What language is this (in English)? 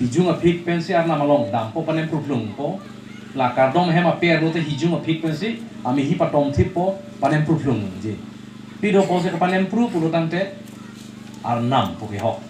Karbi